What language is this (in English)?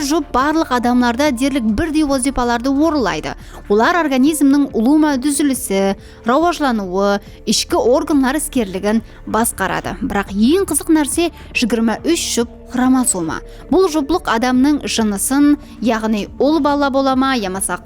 Kara-Kalpak